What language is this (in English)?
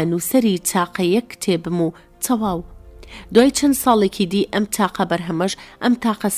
Central Kurdish